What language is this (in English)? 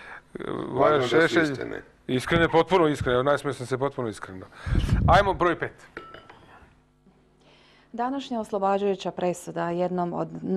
Serbian